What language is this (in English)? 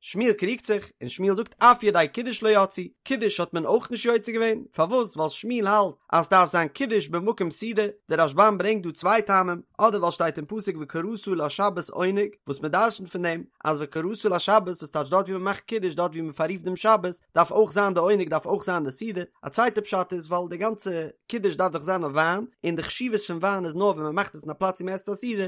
Yiddish